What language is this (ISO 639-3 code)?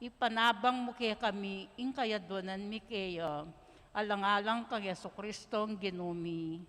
pam